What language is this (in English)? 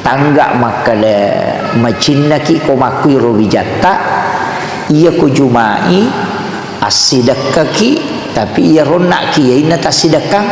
Buginese